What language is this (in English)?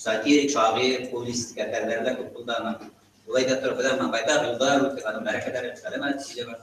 Bashkir